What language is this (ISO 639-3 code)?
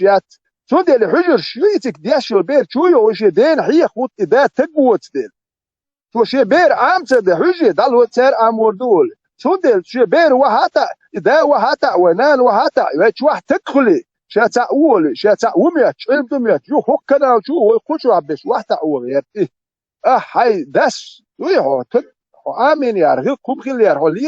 che